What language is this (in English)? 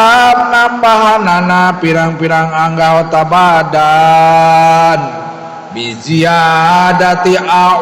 Sundanese